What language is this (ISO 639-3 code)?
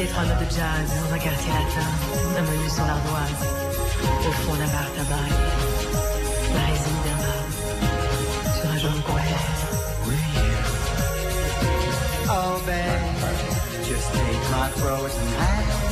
pol